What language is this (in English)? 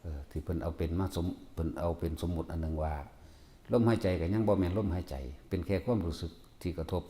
Northeastern Thai